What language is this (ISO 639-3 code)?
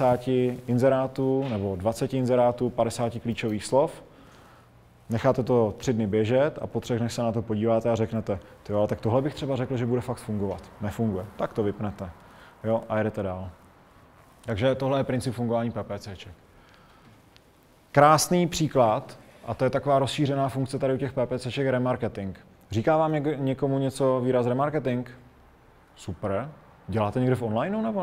ces